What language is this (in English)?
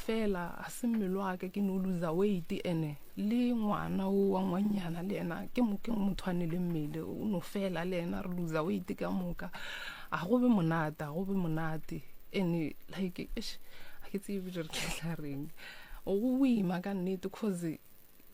Northern Sotho